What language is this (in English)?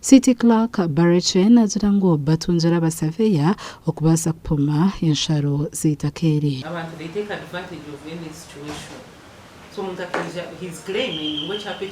Nyankole